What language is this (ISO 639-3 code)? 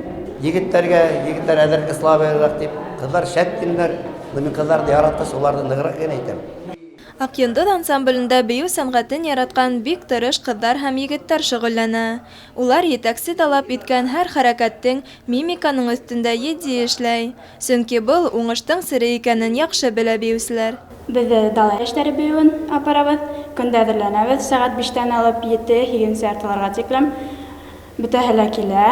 bak